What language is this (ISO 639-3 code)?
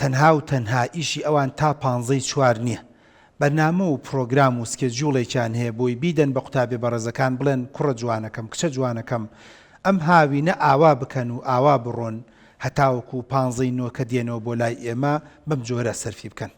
ckb